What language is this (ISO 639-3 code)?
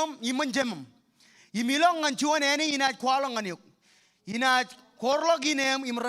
mah